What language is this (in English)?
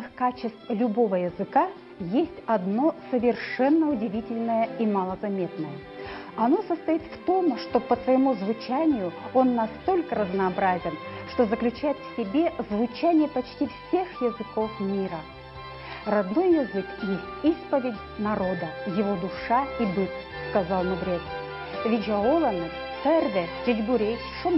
Erzya